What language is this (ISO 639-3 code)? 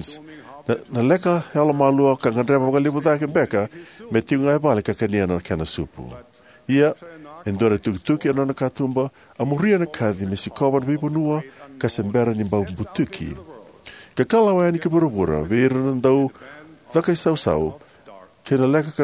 fij